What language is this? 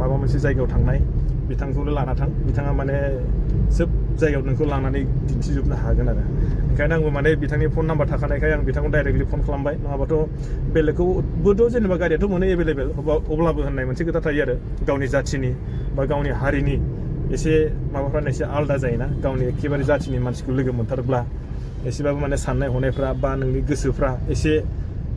Bodo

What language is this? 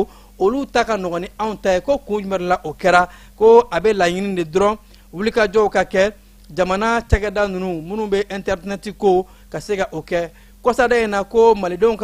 Bambara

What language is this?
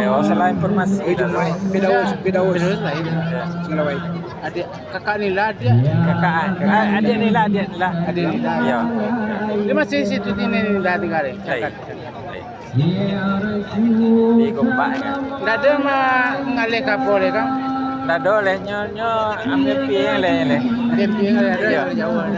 Minangkabau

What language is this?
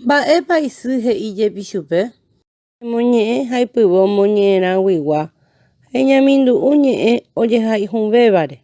Guarani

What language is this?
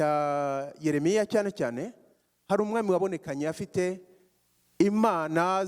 Kinyarwanda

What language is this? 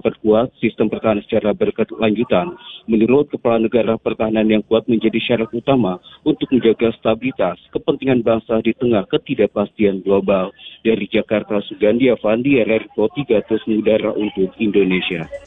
Indonesian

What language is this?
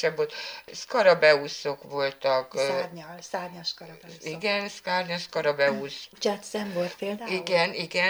Hungarian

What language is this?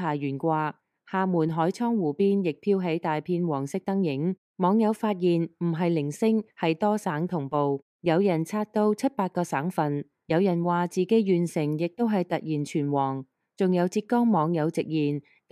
Cantonese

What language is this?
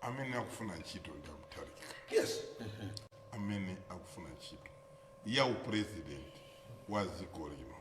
Nyanja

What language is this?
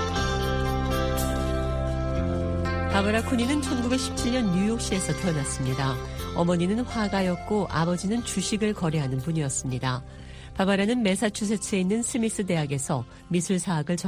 Korean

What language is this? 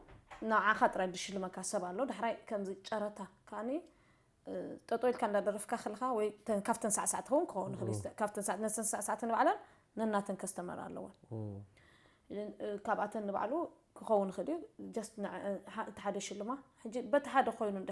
Tigrinya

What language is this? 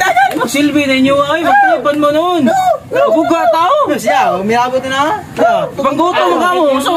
Cebuano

